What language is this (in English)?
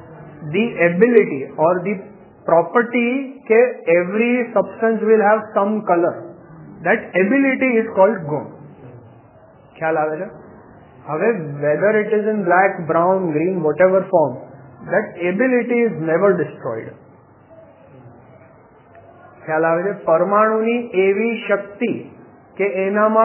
Gujarati